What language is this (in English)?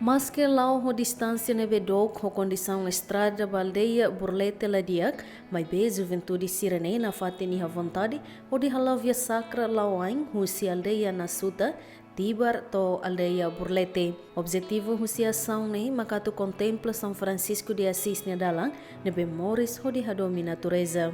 Tetum